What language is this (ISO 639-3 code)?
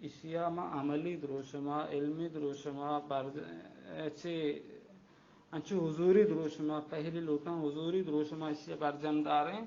bal